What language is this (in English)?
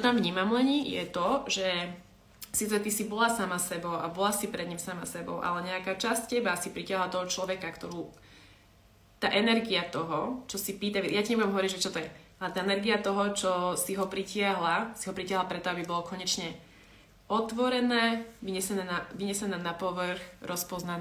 Slovak